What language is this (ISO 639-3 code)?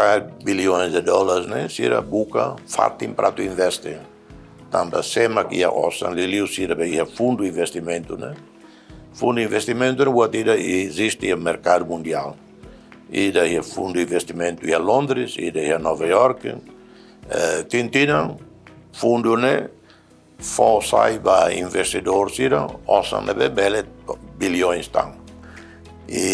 tet